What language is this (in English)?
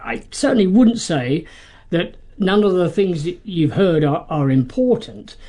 English